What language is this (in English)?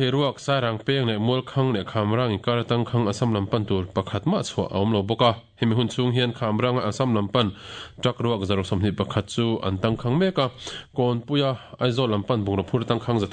Mizo